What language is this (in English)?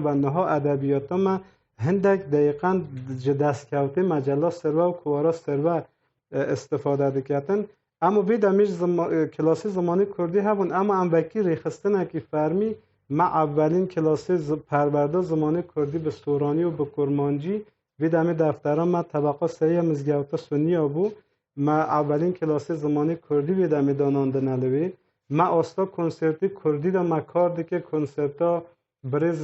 Kurdish